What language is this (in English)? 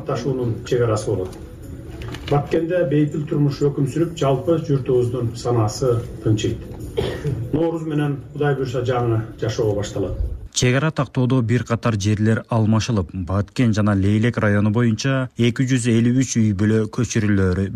Kyrgyz